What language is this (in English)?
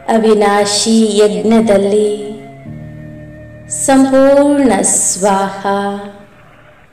Kannada